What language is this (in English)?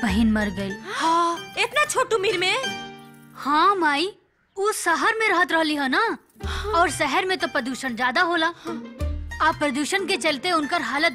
Bhojpuri